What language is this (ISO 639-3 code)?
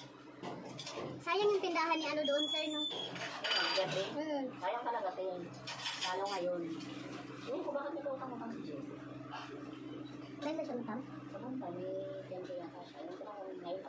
fil